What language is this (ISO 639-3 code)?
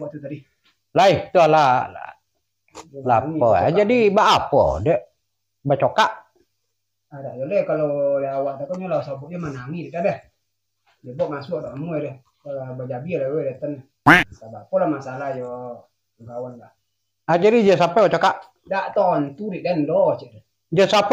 min